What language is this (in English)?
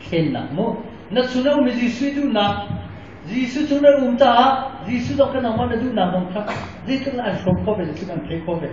Hakha Chin